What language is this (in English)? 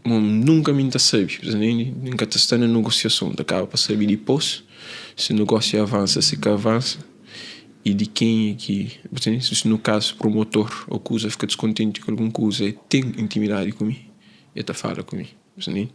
Kabuverdianu